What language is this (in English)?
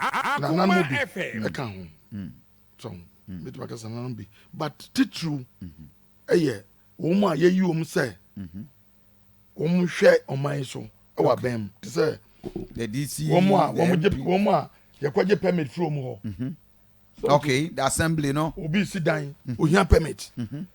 Akan